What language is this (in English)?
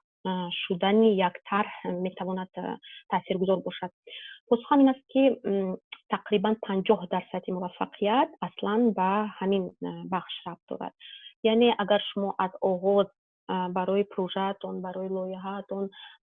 Tajik